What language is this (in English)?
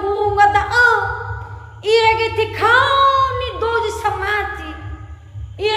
Nias